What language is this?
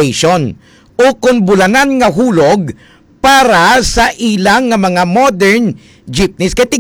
Hiligaynon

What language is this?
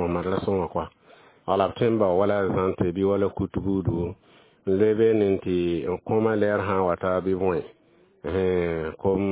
Mossi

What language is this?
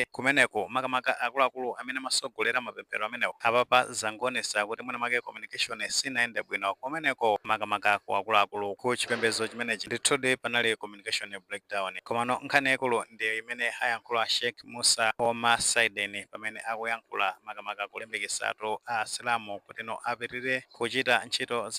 Nyanja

